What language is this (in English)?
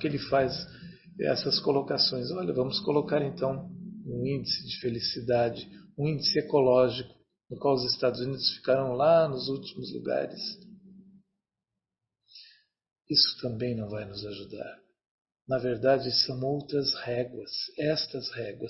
Portuguese